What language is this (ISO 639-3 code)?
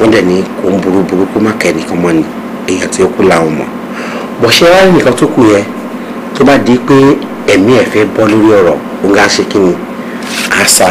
yor